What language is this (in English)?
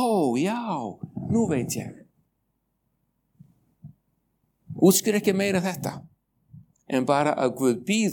Icelandic